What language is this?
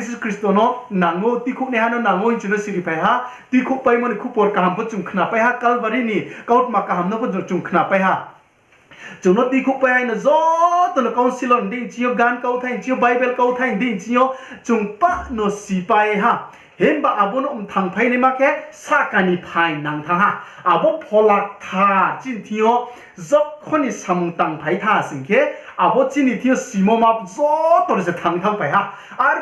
Riang (India)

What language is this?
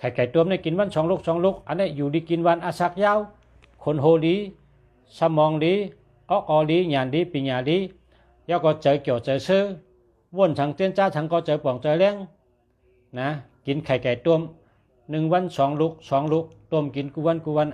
Shan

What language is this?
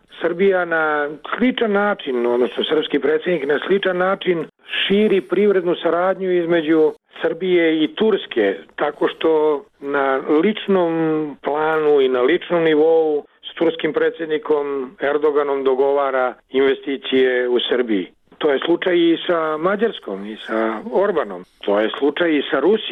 Serbian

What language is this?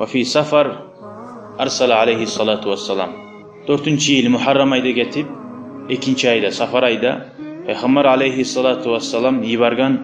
Kumyk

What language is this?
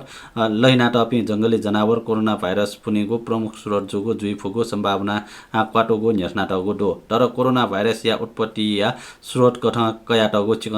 Newari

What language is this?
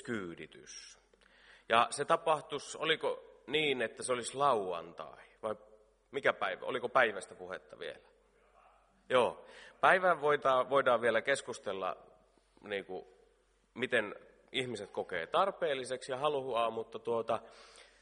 Finnish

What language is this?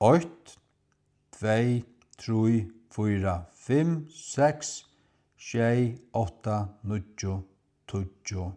Faroese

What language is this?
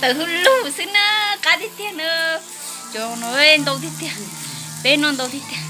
Hmong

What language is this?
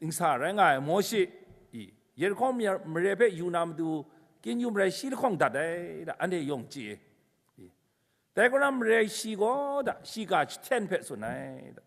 Kachin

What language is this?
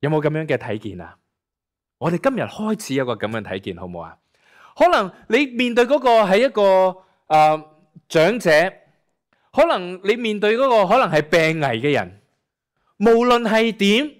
Cantonese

